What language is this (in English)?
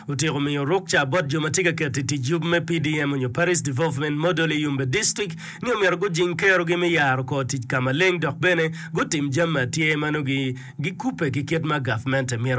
Acoli